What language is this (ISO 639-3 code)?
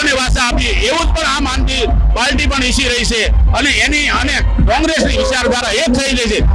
guj